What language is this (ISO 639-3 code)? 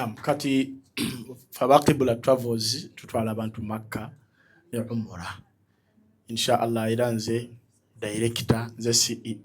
lug